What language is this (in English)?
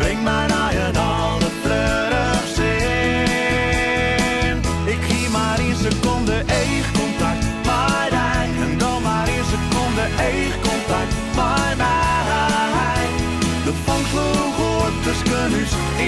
Western Frisian